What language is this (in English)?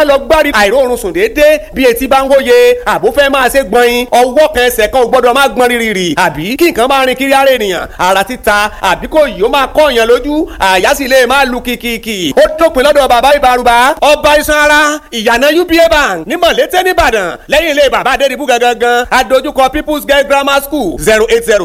Yoruba